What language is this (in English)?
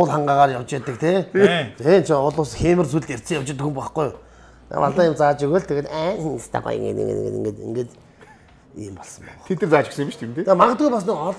Mongolian